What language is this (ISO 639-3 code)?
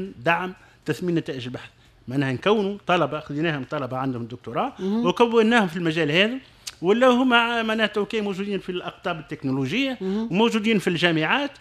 aeb